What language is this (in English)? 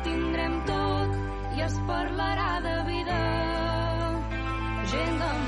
Catalan